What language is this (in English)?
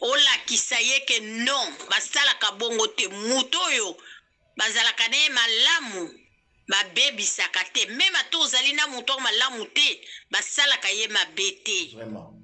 Lingala